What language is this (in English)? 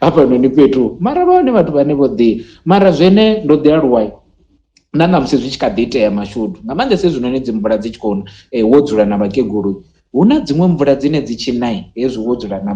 Venda